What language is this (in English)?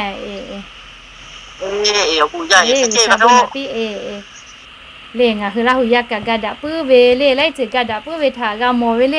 Lahu